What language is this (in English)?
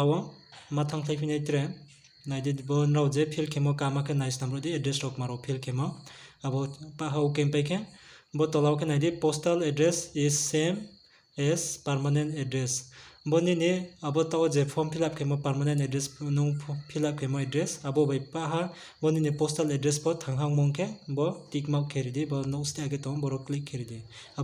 Riang (India)